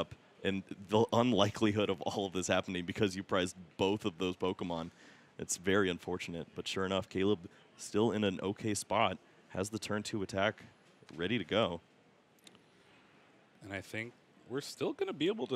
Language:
English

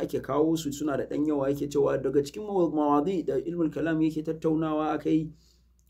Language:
Hausa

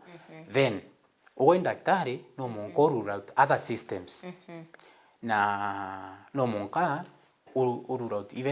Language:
Meru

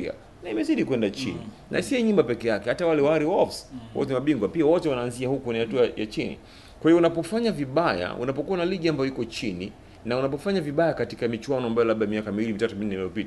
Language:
Swahili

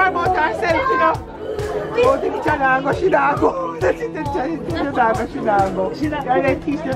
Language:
Jamaican Creole English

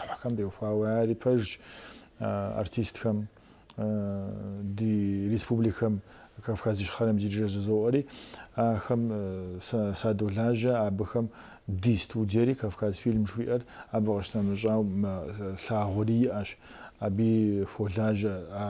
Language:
Kabardian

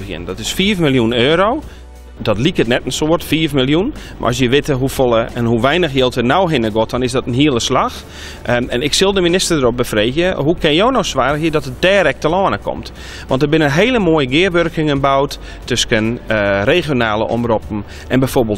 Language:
Western Frisian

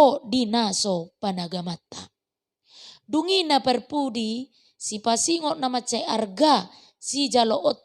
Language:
Batak Toba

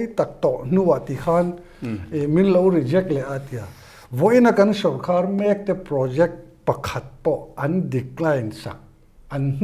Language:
Mizo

